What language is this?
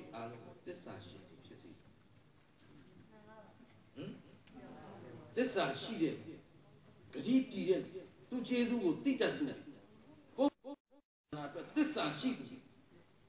Burmese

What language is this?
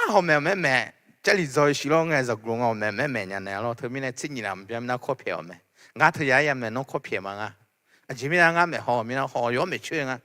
Akha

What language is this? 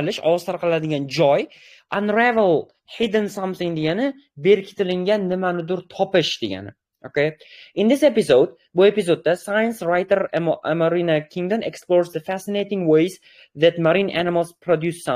Uzbek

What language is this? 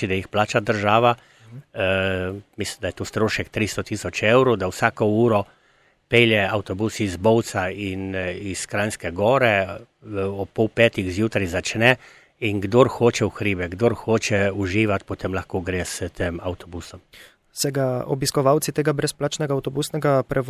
Slovenian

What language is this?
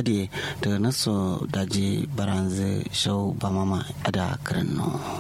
Kanuri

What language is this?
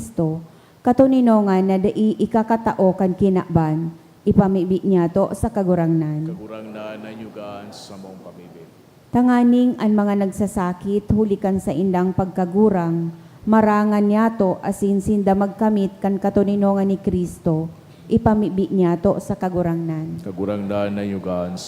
Bikol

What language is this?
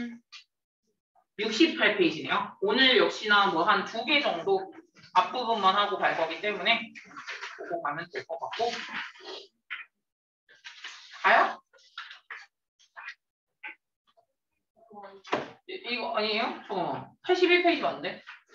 Korean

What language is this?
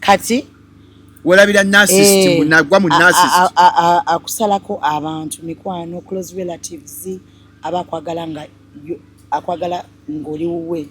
Ganda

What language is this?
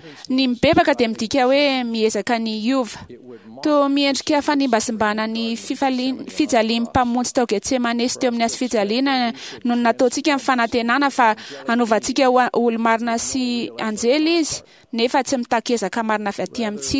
Malagasy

